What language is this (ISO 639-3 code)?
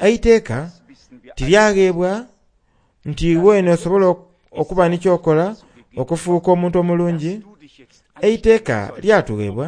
xog